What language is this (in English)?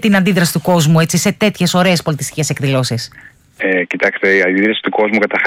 Greek